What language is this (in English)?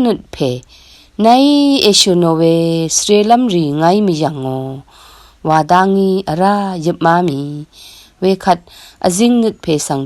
Rawang